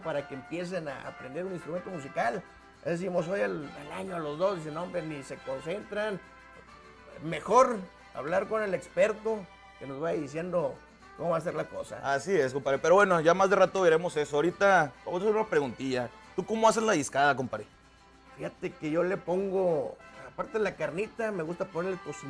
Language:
Spanish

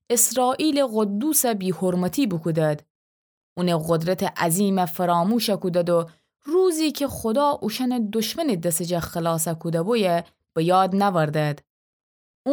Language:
Gilaki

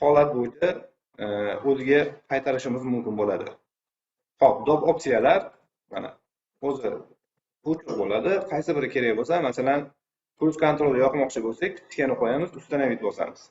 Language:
Uzbek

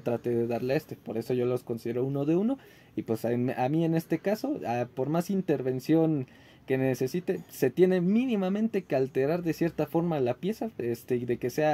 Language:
Spanish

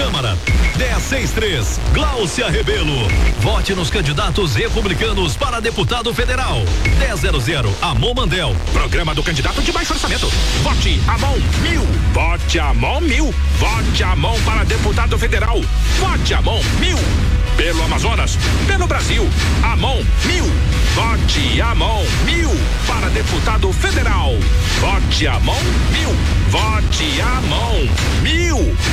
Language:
Portuguese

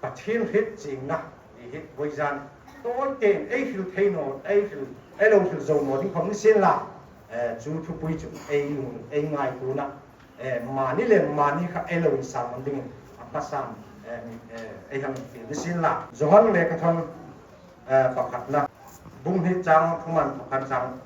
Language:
Hmar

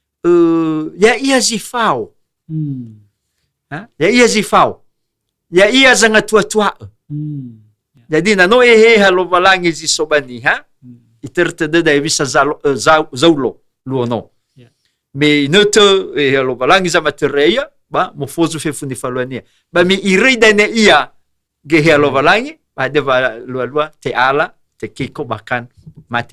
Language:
Nias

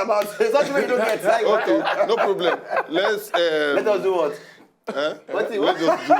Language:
Nigerian Pidgin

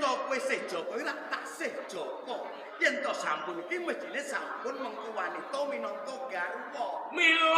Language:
Javanese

